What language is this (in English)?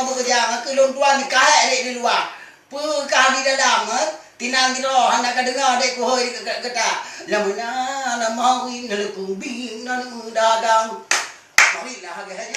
Achinese